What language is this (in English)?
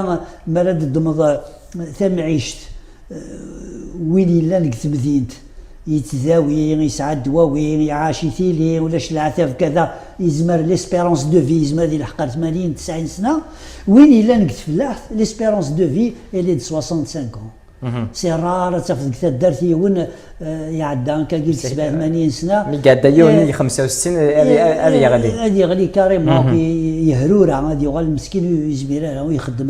Kabyle